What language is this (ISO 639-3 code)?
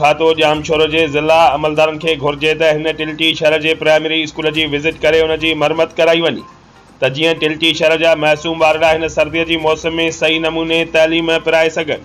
snd